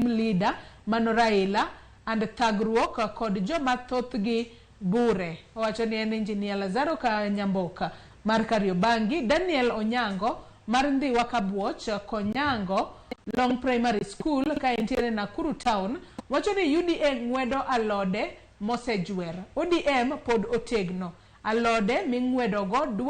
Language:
Luo (Kenya and Tanzania)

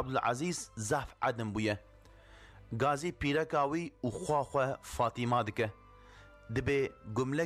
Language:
Kurdish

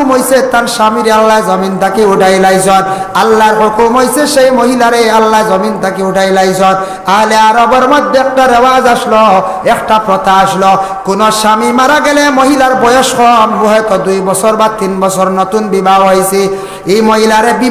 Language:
Sylheti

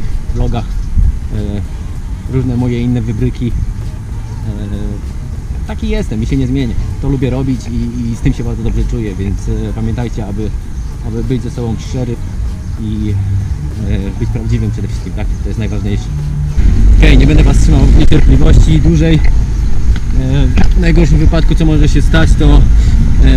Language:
Polish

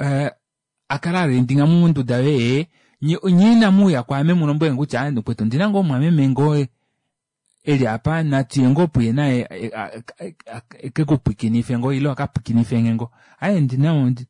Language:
Kuanyama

